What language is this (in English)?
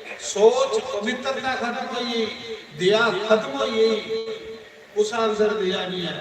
Dogri